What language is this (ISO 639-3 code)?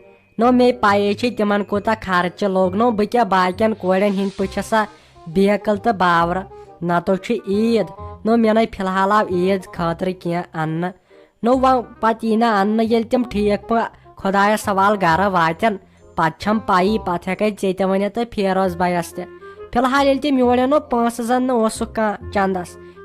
kas